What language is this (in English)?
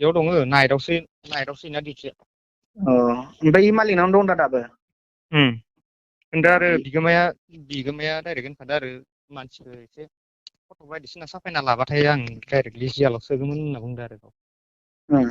Bodo